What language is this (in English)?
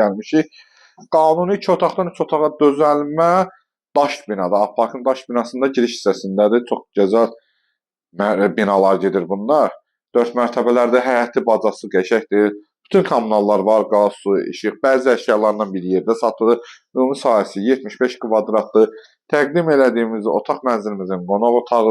Azerbaijani